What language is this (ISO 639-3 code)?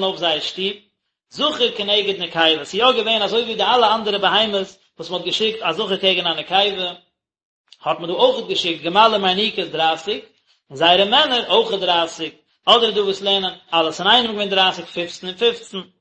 yid